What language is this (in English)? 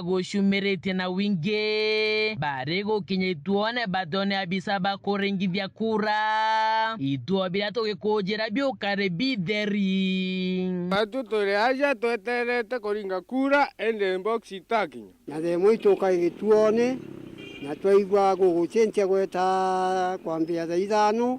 Meru